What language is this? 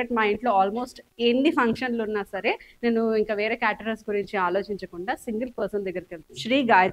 Telugu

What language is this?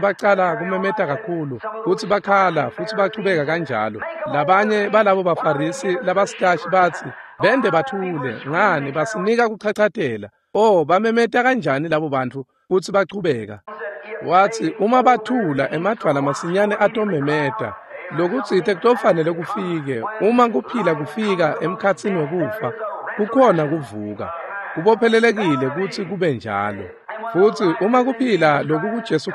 Swati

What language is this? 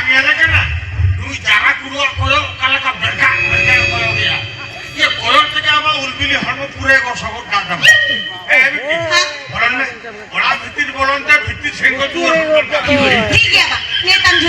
Santali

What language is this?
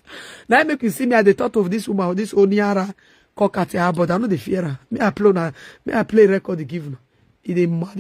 Nigerian Pidgin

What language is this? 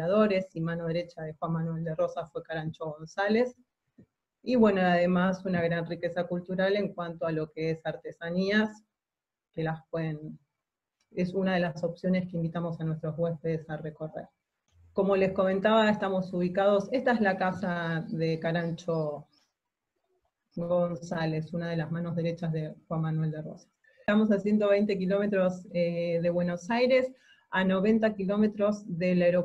Spanish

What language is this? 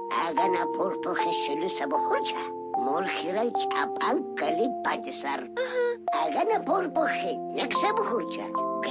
Lak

